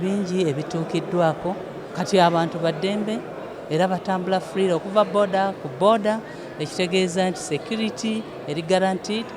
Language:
Ganda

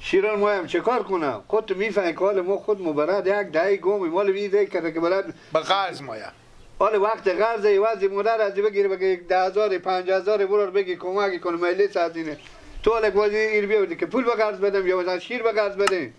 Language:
Persian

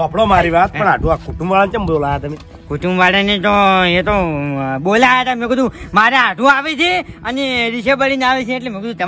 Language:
Gujarati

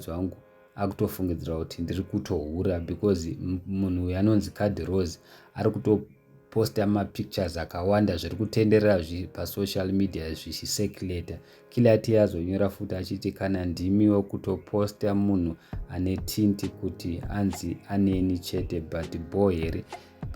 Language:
Shona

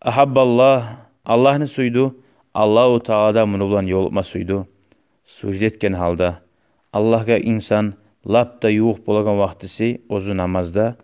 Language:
Kumyk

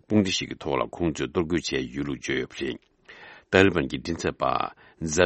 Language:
Tibetan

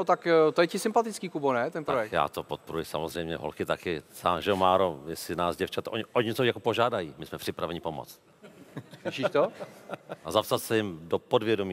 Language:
Czech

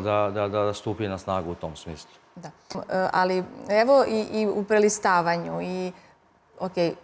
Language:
Serbian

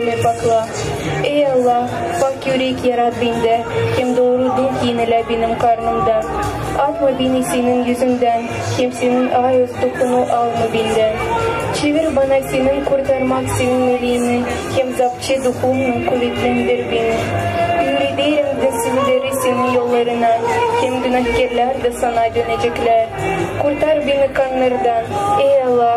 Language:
Gagauz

